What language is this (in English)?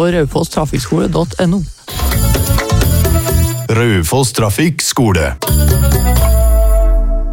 Norwegian